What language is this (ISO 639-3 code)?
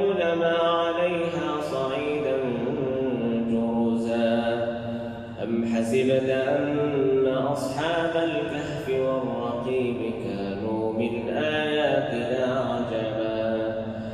ara